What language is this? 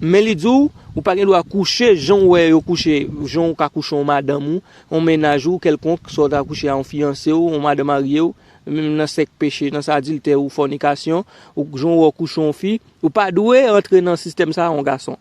Haitian Creole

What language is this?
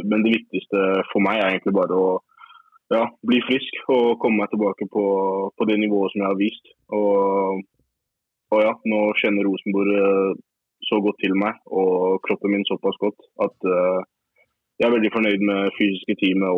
Norwegian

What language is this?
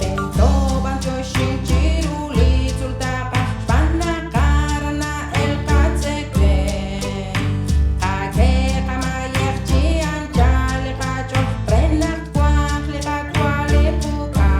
Kekchí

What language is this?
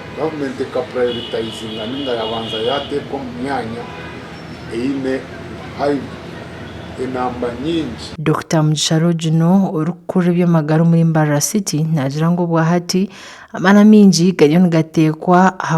Nyankole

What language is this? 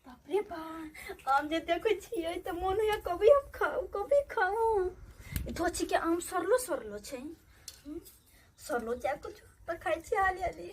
Maithili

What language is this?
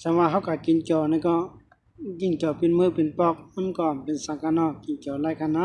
Shan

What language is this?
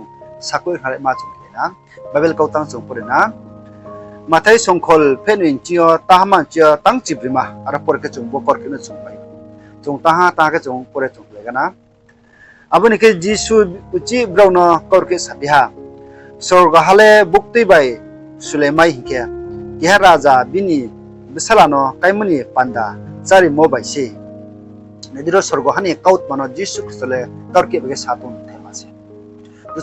Riang (India)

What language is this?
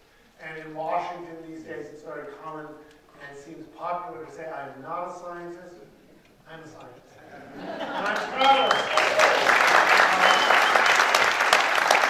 English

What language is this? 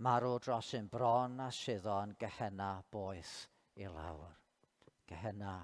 Welsh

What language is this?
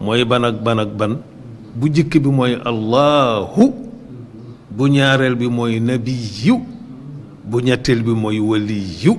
Wolof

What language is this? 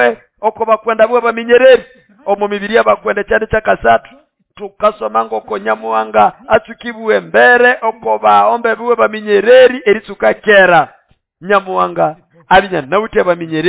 Nande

